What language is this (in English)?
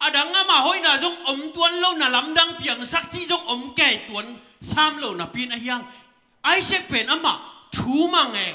Tedim Chin